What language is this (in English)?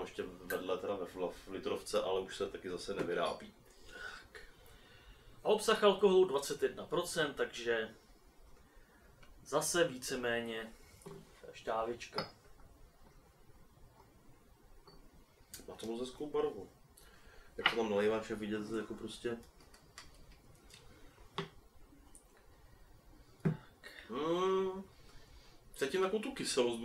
Czech